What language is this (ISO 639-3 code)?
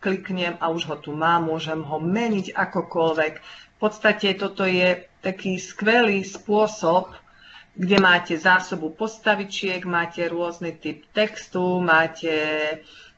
slk